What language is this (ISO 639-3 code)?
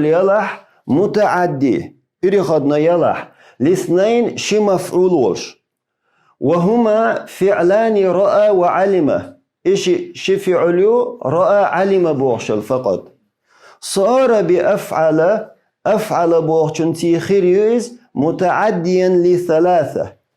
che